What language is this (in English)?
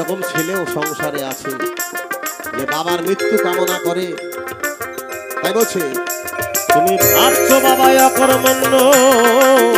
Bangla